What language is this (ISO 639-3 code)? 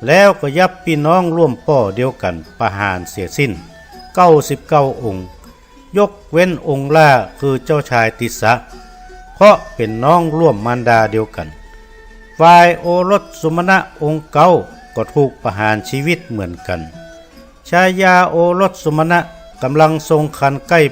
nod